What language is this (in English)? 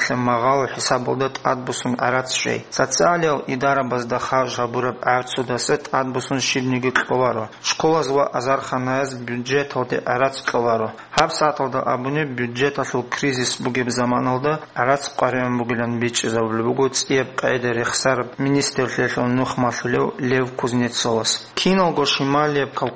Avaric